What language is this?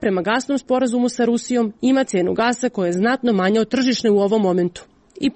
Serbian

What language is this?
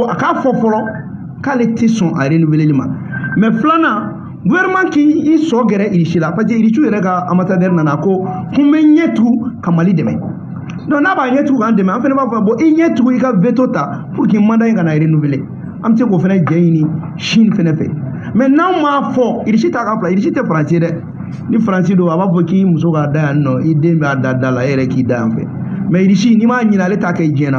Bambara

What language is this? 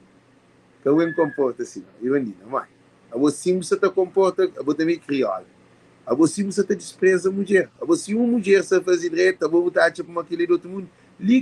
Kabuverdianu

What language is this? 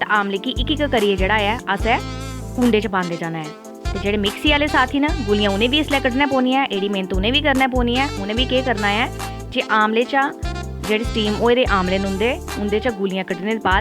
Dogri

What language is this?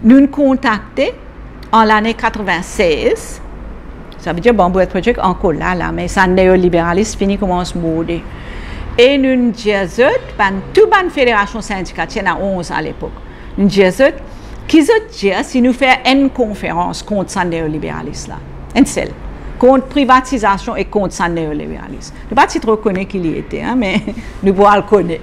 Morisyen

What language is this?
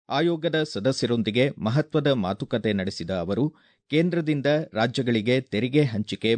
Kannada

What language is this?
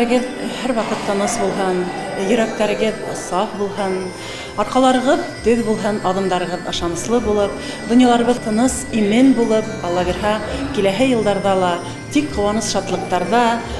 Bashkir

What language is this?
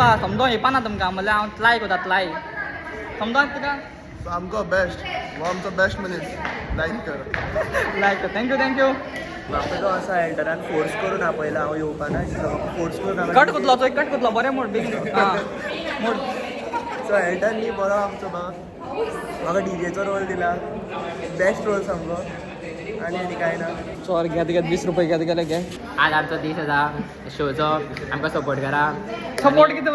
Konkani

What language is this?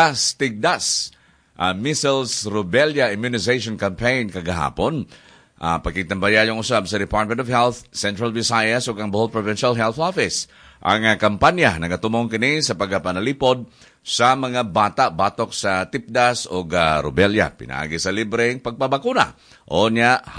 Cebuano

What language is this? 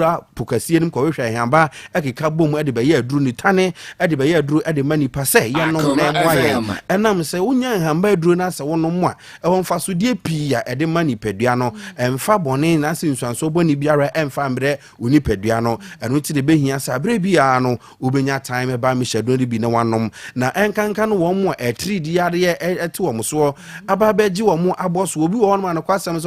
Akan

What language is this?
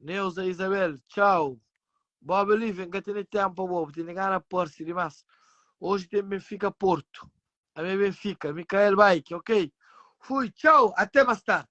Kabuverdianu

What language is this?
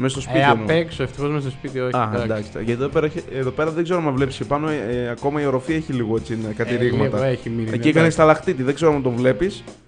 Greek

